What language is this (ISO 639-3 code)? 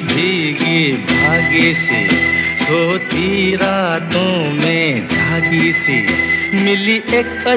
hin